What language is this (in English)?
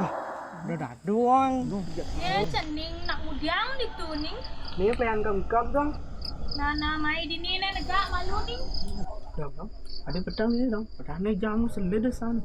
Balinese